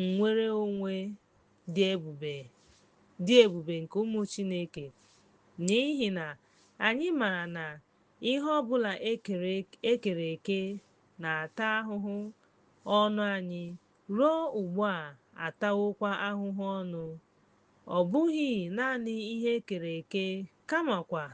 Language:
Igbo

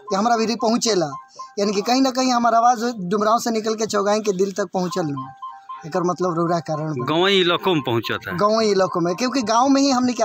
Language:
Bhojpuri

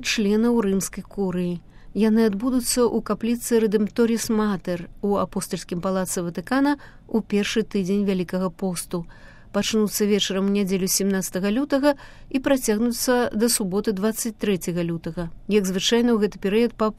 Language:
Belarusian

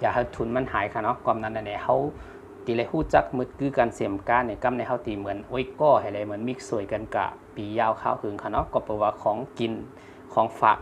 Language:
Shan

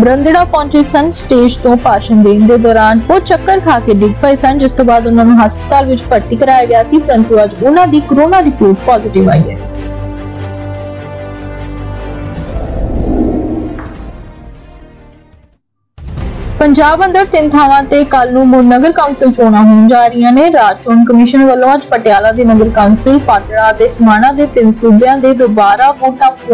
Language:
Punjabi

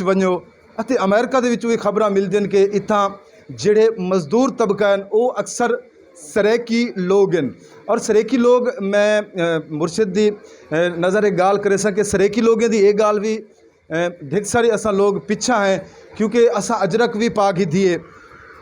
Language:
Saraiki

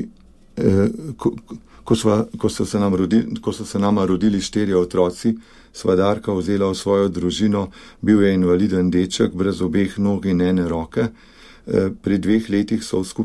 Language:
Slovenian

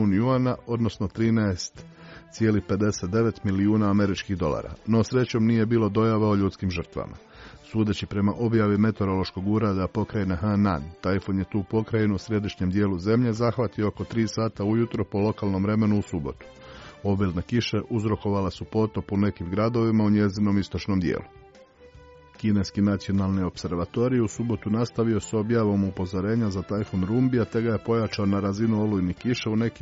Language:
Croatian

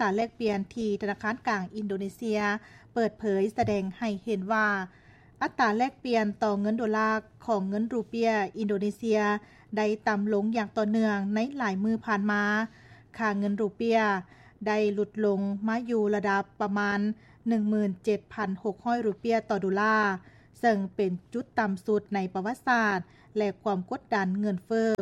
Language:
Lao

